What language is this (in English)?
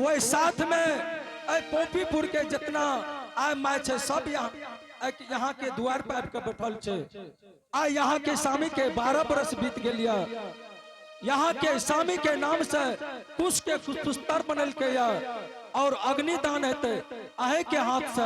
Angika